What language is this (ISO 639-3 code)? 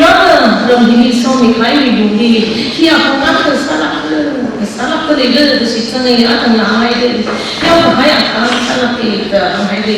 nmf